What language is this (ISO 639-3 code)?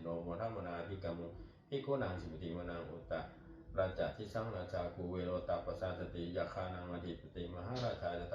pli